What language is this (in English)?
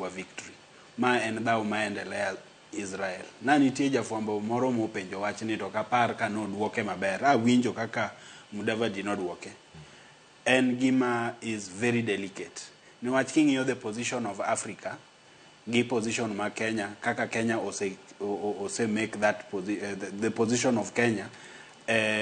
Luo (Kenya and Tanzania)